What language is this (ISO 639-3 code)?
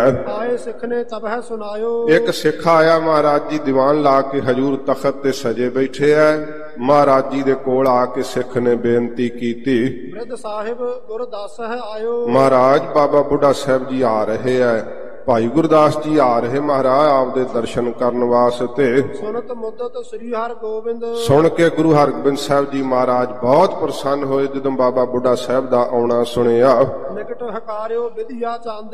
pan